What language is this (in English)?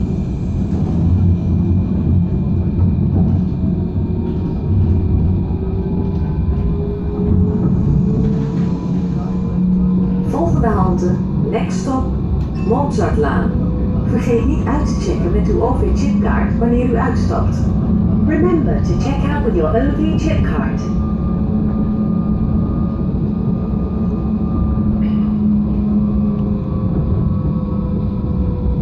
Dutch